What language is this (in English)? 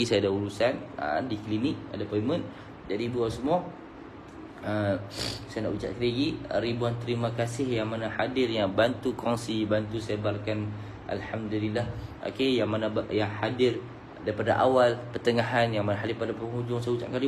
Malay